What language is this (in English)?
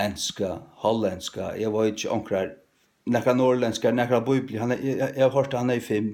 Faroese